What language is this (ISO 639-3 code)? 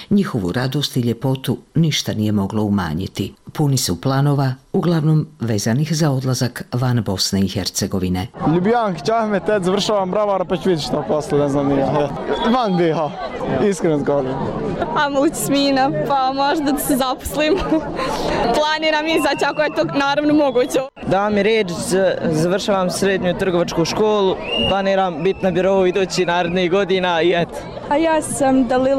bos